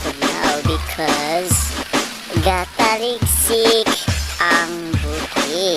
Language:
Cebuano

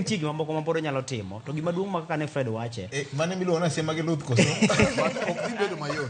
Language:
Luo (Kenya and Tanzania)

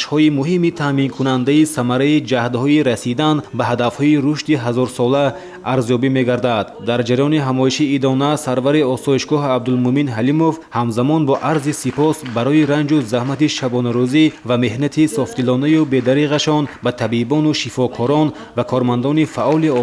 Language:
Tajik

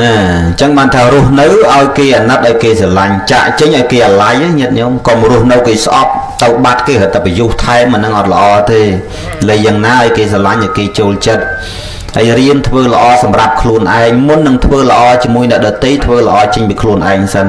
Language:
Khmer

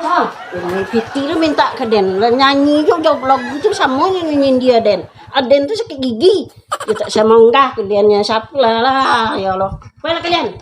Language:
Minangkabau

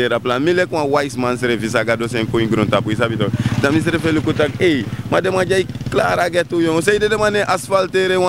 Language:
Sranan Tongo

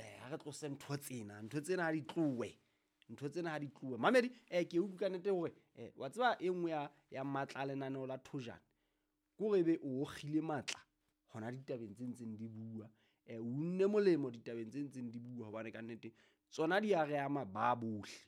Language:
Southern Sotho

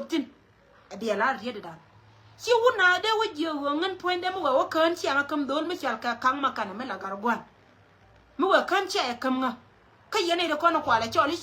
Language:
Nuer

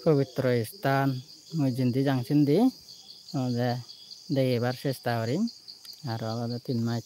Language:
Chakma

